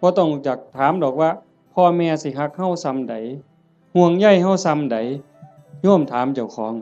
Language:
Northeastern Thai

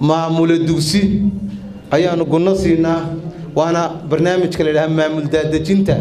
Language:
Somali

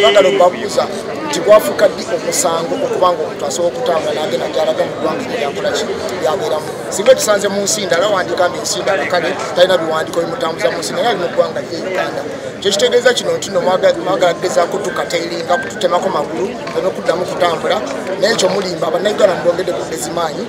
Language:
Ganda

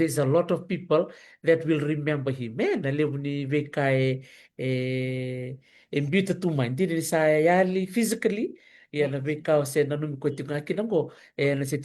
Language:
Fijian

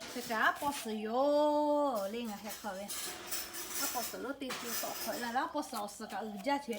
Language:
Lahu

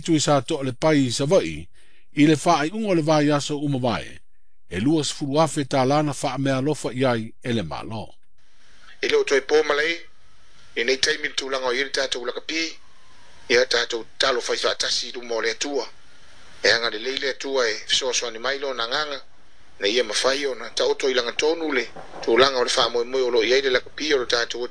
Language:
Samoan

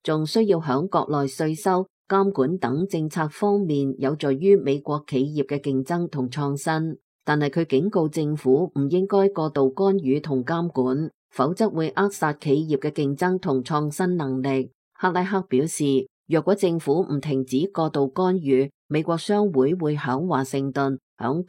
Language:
Cantonese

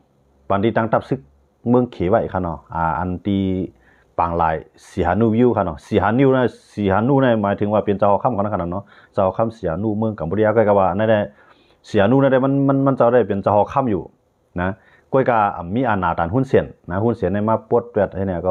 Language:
Shan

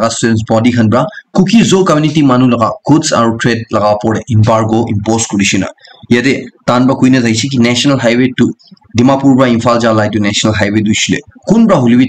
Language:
Naga Pidgin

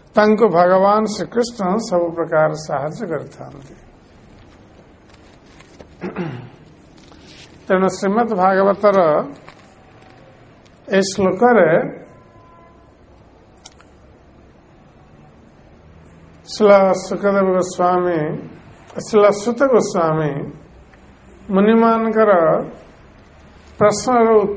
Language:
Odia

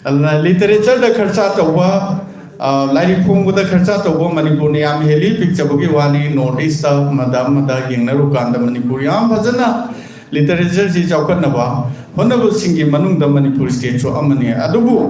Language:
Manipuri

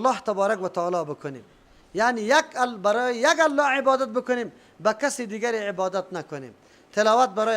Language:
Persian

